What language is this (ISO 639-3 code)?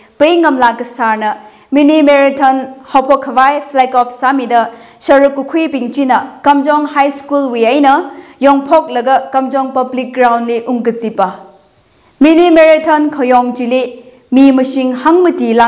nmf